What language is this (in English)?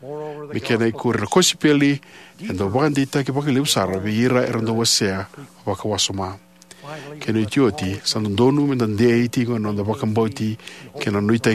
Fijian